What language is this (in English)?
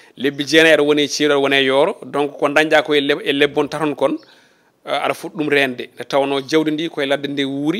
Fula